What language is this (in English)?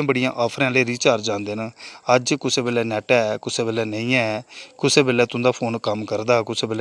Dogri